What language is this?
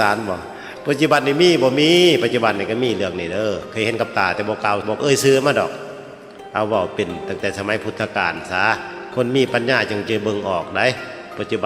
Northeastern Thai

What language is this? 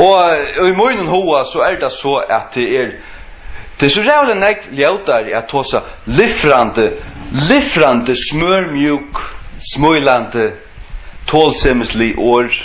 Faroese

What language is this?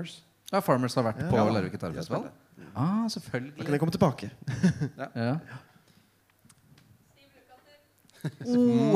Norwegian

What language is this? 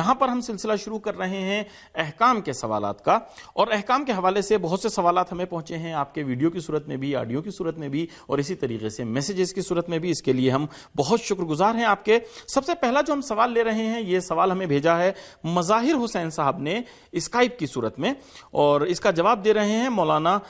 Urdu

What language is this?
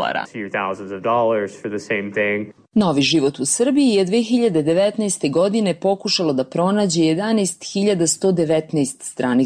Serbian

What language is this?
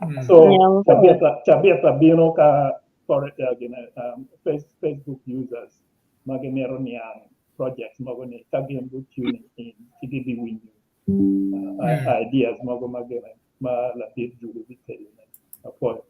Acoli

